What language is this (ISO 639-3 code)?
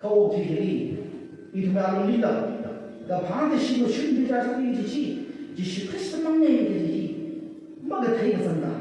nmf